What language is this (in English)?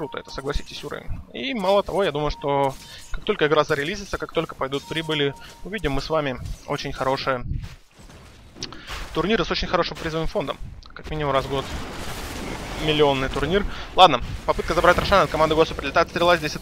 Russian